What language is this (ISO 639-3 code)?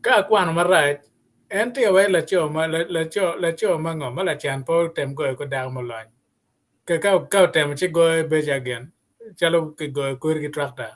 ach